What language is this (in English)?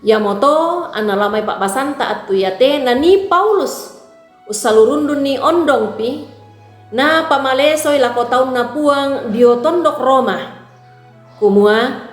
Toraja-Sa'dan